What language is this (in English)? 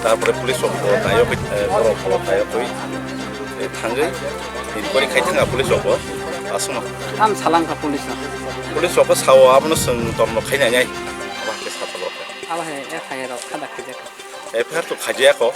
Kok Borok